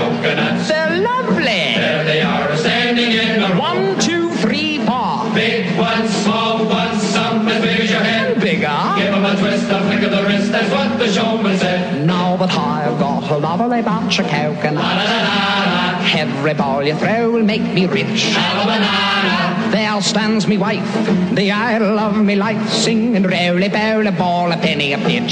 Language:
English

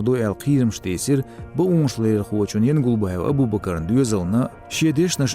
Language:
Chechen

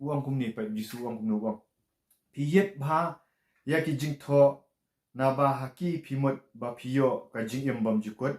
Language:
Khasi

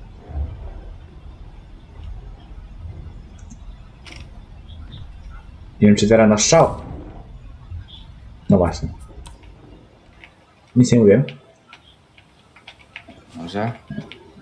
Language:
Polish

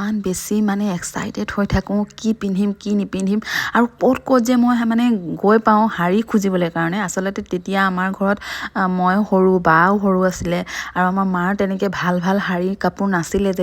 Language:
Assamese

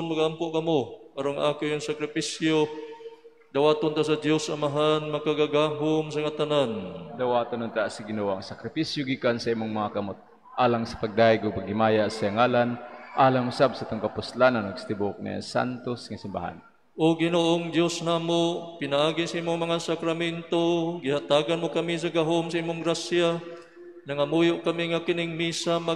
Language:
Cebuano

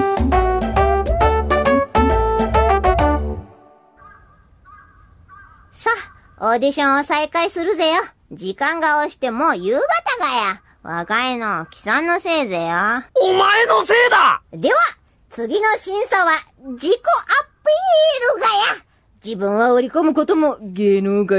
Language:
Japanese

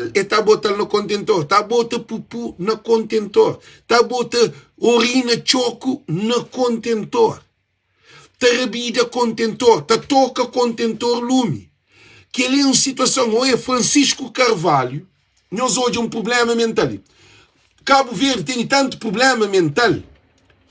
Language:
Kabuverdianu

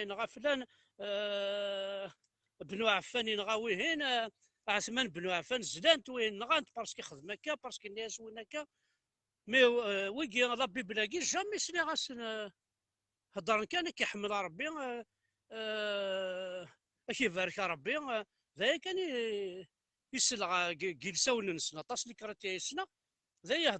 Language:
Kabyle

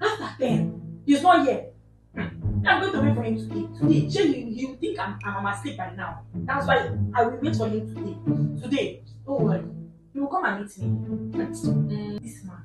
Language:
Nigerian Pidgin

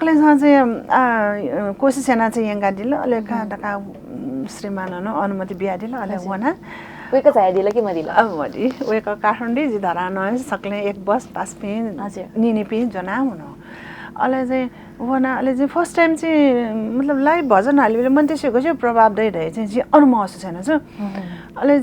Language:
Newari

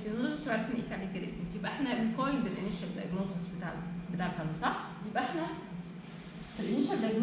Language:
Egyptian Arabic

